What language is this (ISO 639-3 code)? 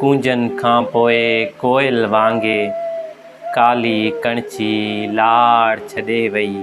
snd